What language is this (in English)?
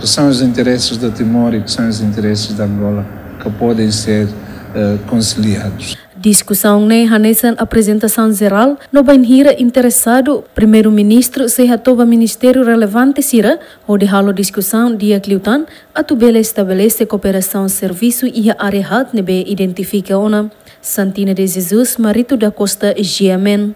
Tetum